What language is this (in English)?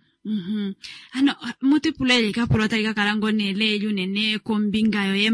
Kuanyama